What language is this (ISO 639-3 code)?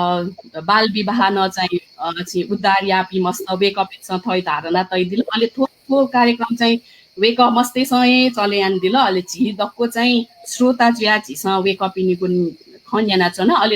new